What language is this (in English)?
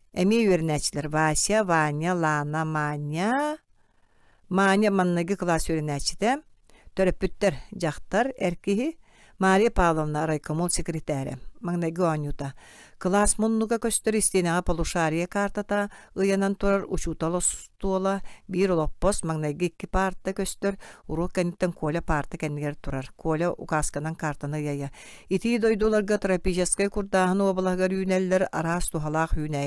Yakut